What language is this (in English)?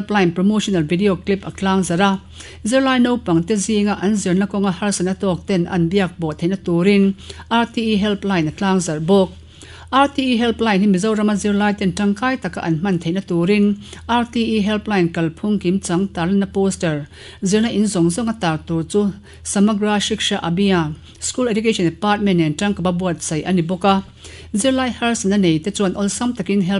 Mizo